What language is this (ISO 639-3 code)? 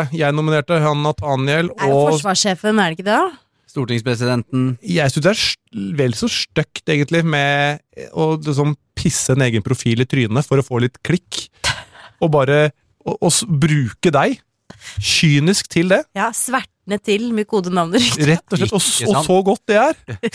nor